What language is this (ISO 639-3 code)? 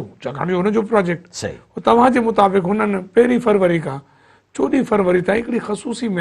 snd